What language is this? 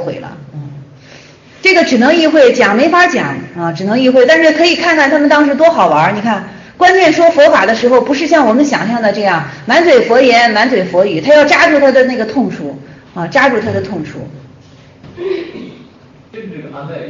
Chinese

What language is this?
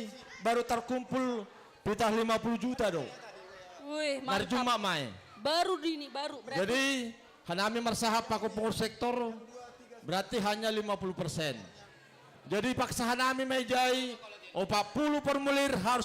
Batak Simalungun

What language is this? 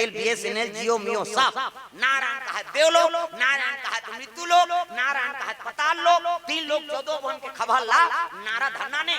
Chhattisgarhi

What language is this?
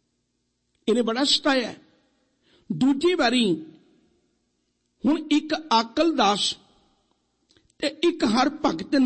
Punjabi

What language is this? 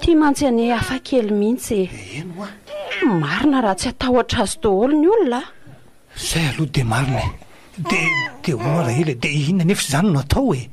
Malagasy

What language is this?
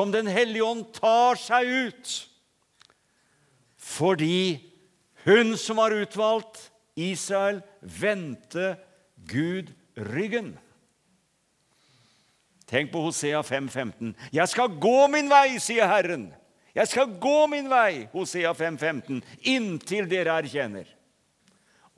Norwegian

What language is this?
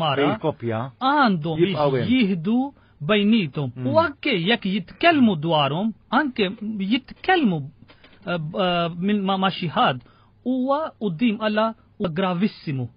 Maltese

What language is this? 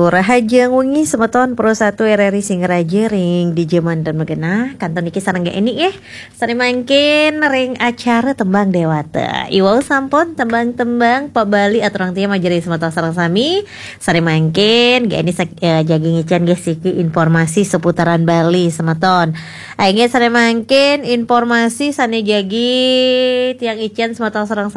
Balinese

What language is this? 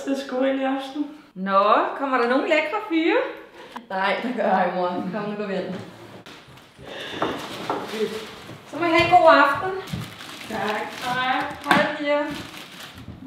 Danish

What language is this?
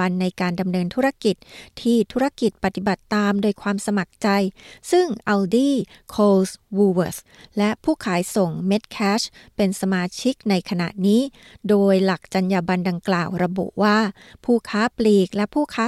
Thai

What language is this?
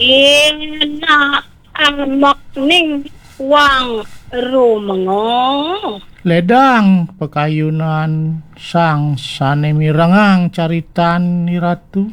Balinese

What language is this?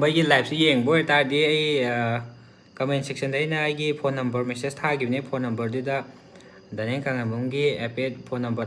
Manipuri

